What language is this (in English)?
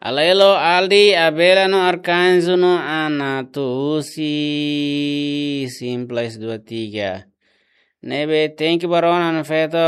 Tetum